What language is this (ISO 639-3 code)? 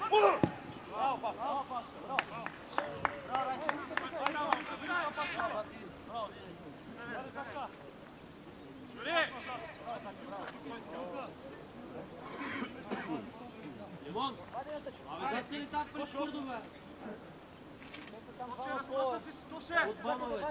bul